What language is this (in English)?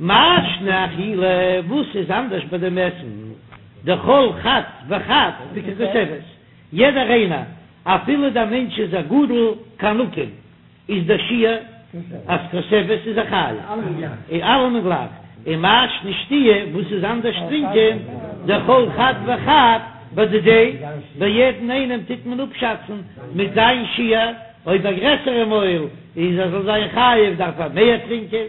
Yiddish